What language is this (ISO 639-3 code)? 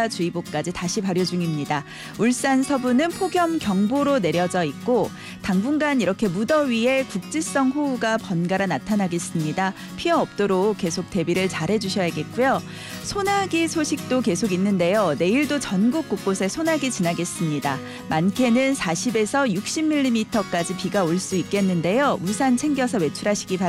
kor